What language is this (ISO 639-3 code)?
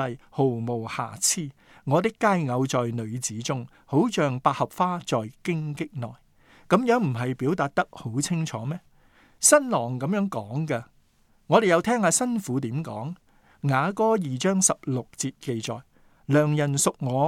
yue